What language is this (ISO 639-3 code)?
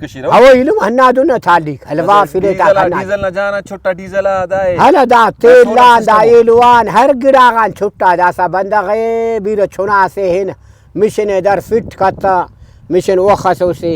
brh